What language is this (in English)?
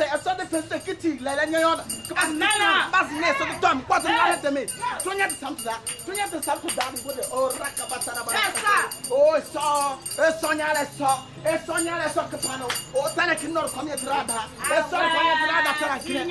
Kabiyè